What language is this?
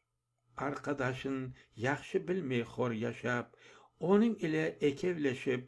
Crimean Tatar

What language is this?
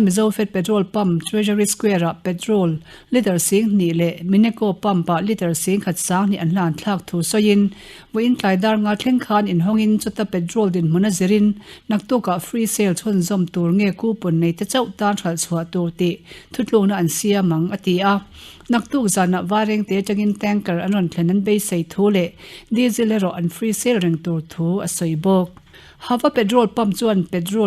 Mizo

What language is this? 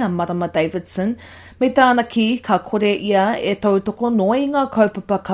Māori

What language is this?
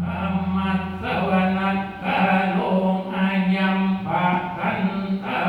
Pali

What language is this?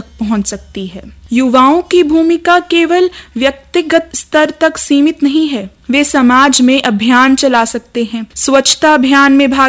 Hindi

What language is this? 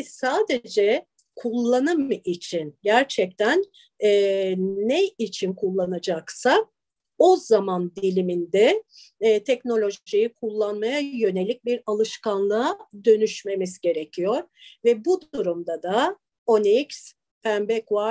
Turkish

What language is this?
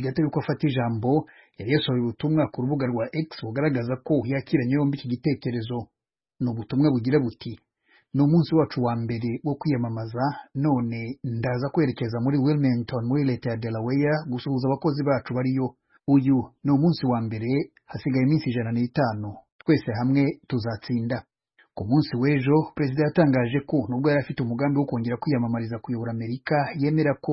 Kinyarwanda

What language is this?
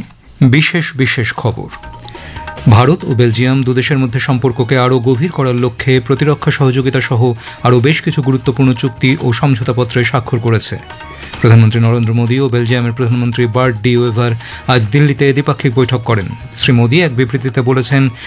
Bangla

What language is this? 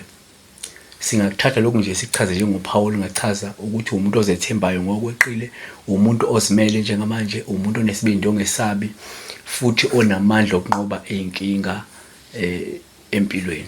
Zulu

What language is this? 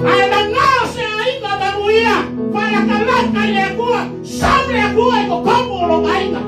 Samoan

